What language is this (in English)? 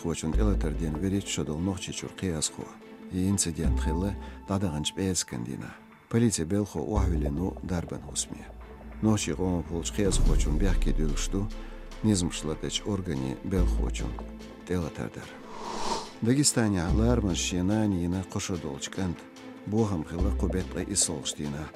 Chechen